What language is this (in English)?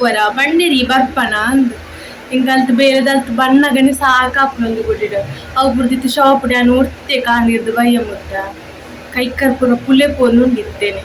Tulu